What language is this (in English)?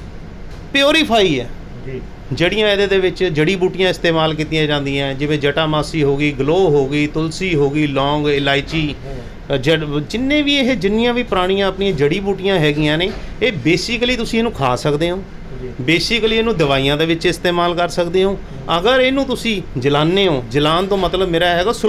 Punjabi